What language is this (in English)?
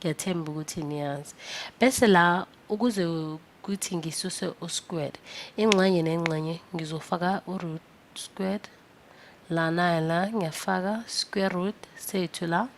Zulu